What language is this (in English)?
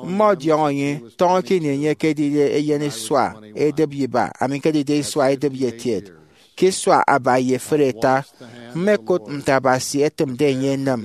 Efik